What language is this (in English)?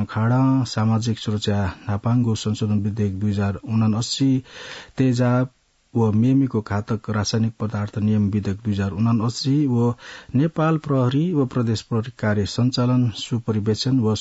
Newari